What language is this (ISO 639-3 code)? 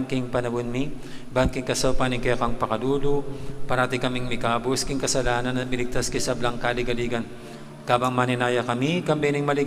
pam